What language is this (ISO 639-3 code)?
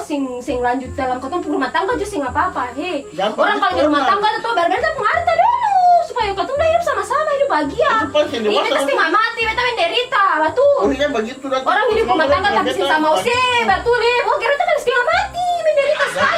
abs